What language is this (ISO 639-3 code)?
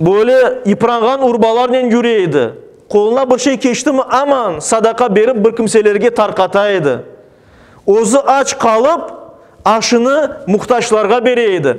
crh